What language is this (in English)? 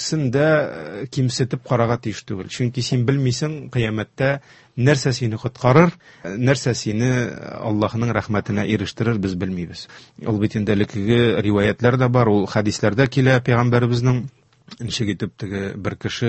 Tatar